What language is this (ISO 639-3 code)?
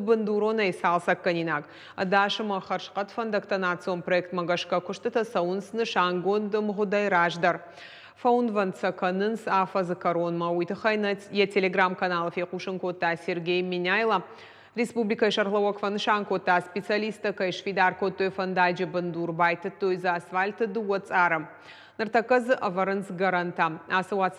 oss